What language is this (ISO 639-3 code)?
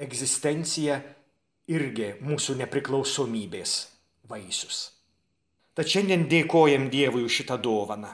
lit